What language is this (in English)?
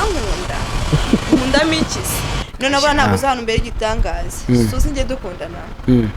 Kinyarwanda